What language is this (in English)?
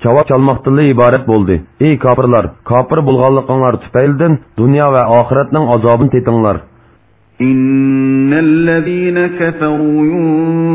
Uyghur